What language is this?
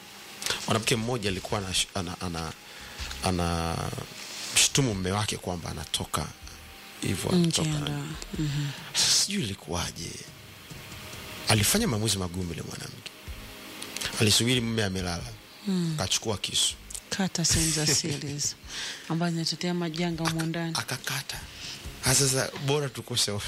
Swahili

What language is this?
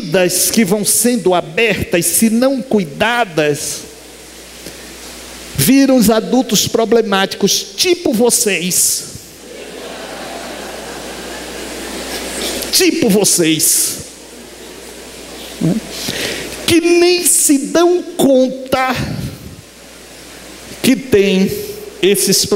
Portuguese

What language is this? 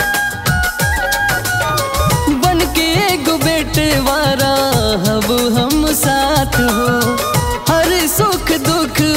Bhojpuri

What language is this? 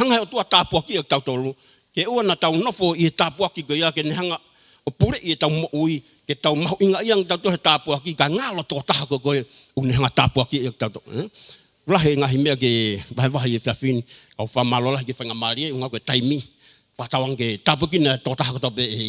Tongan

